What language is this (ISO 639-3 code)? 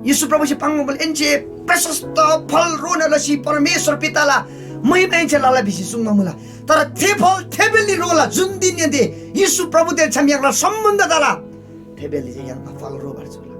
taj